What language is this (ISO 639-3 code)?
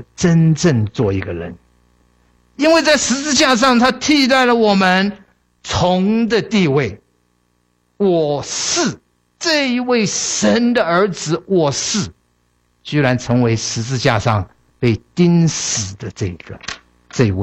zho